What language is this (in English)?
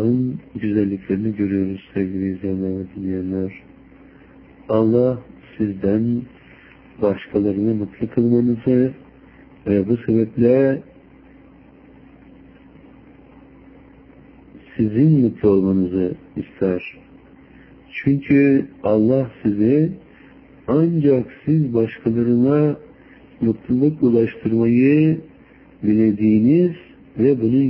Turkish